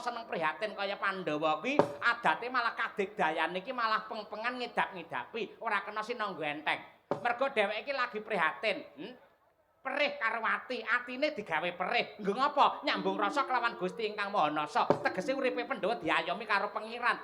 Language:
Javanese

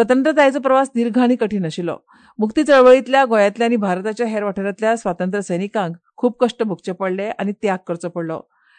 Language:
Konkani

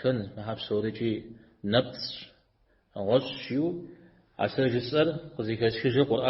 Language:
Kabardian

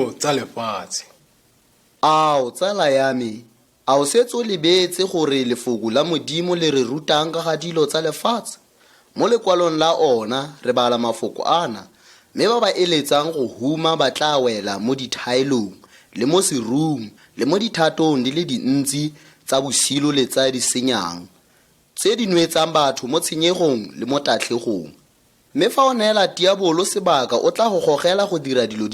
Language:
Tswana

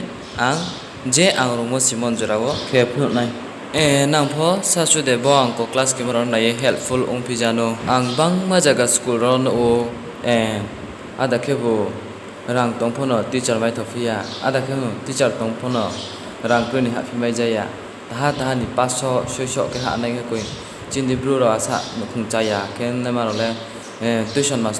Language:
Riang (India)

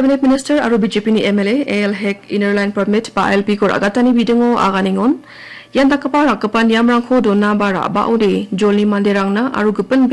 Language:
Garo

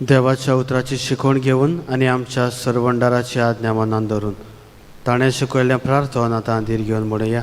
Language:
Konkani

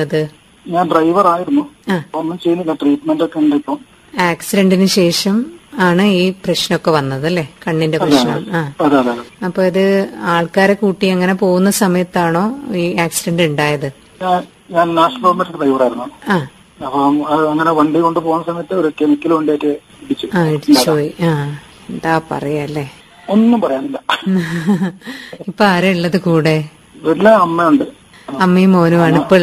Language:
Malayalam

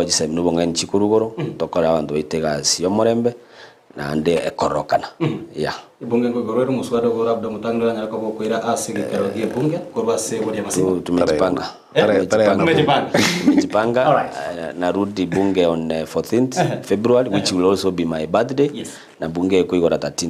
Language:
Gusii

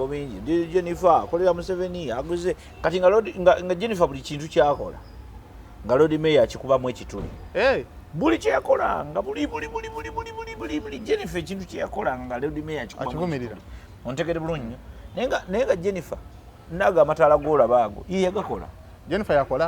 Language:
Ganda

